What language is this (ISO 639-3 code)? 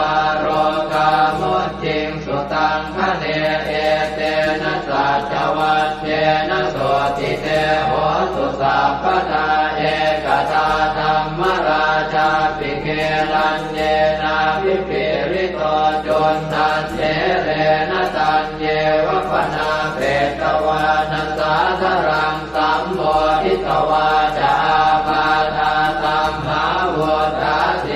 pli